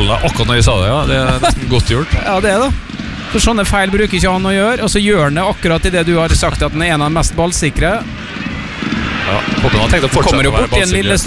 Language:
Norwegian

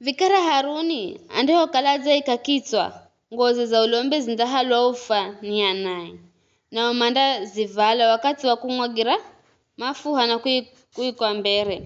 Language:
Giryama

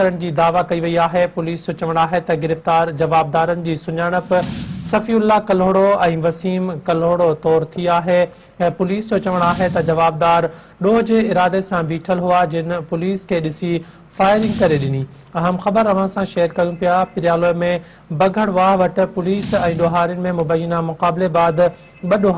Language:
Sindhi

